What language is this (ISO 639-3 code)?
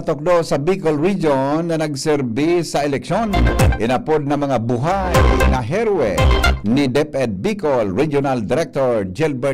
bik